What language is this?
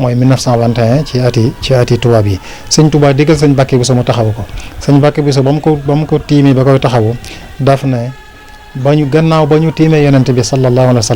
Wolof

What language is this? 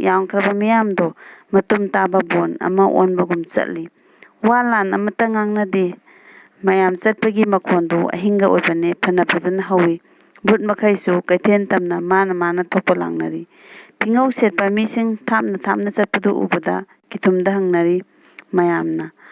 Manipuri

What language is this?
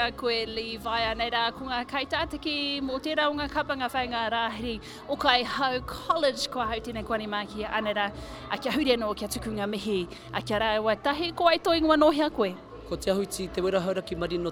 Māori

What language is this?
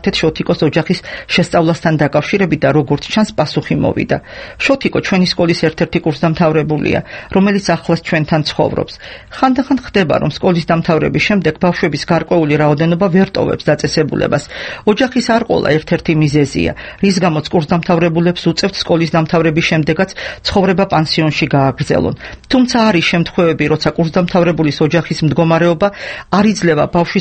Georgian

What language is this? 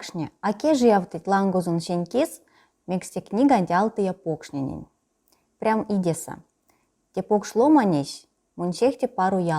Erzya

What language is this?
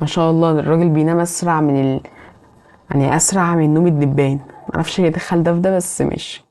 Egyptian Arabic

